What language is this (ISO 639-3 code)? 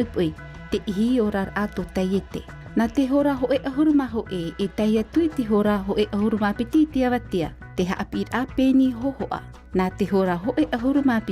tah